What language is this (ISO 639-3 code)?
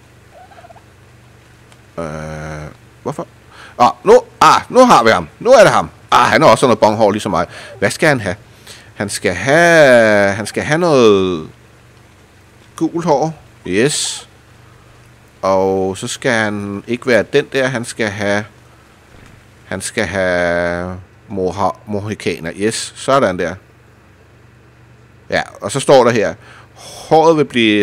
dan